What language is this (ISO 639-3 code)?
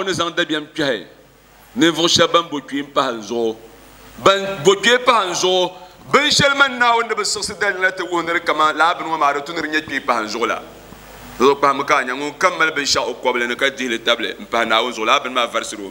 dag